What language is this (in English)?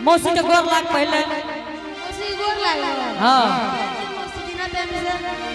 Angika